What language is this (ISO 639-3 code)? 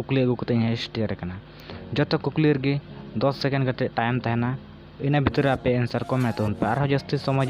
sat